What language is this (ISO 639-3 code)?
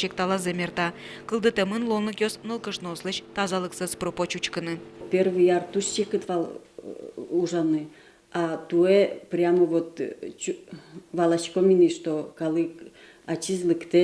udm